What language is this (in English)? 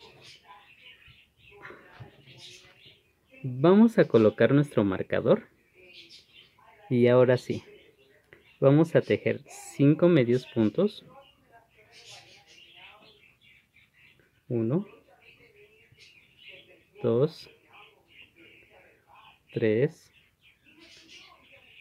Spanish